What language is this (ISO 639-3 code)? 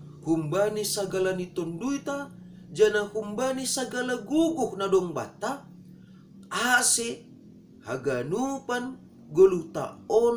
bts